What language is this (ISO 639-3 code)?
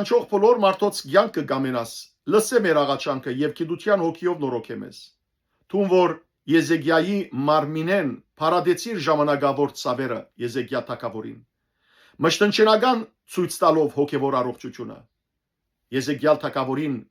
hyw